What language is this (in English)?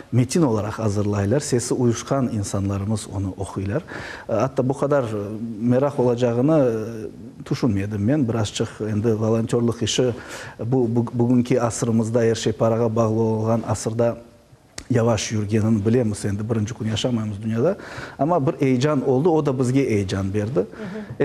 Crimean Tatar